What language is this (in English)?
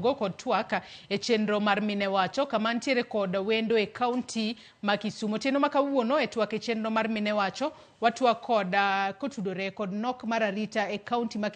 Luo (Kenya and Tanzania)